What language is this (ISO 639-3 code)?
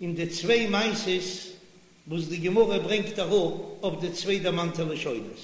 yid